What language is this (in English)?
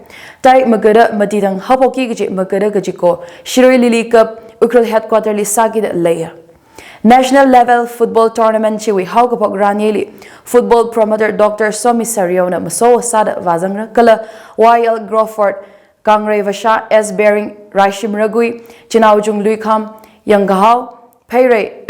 Tangkhul Naga (India)